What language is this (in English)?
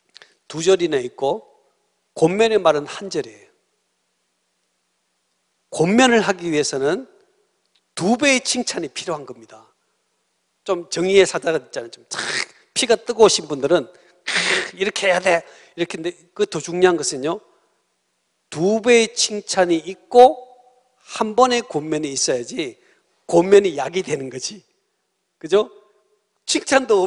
Korean